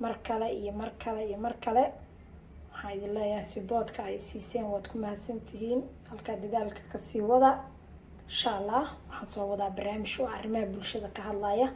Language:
Somali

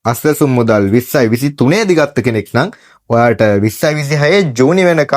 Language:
Sinhala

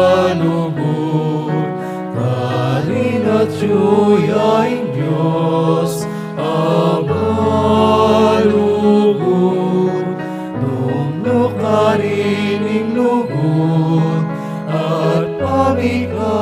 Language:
Pampanga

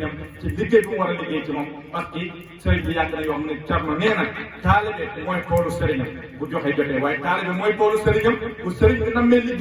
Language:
Wolof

